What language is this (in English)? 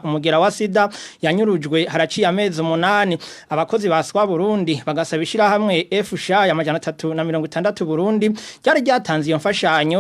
Rundi